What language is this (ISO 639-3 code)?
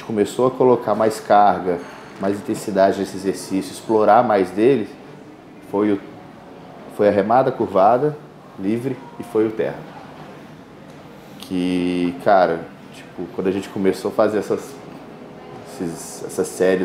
por